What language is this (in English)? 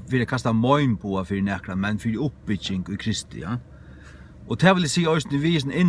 Faroese